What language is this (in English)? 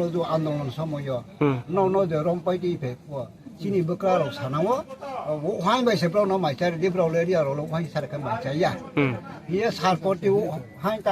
Riang (India)